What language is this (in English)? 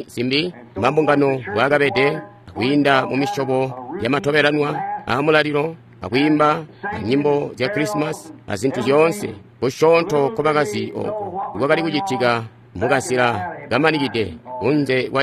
Tonga (Zambia)